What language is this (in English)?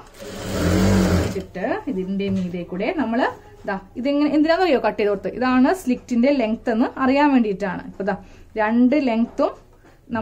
Malayalam